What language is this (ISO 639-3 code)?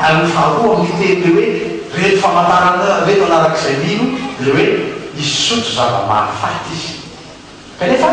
mlg